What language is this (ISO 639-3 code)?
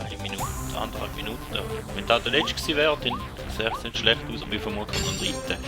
gsw